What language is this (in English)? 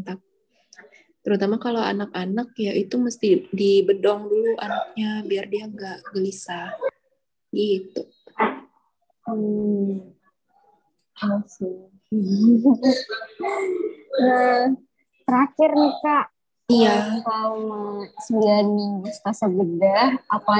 Indonesian